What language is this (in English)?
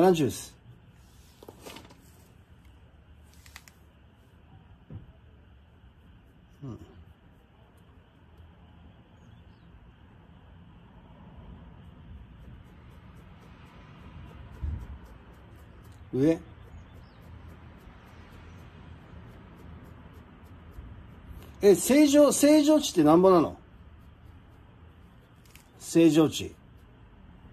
Japanese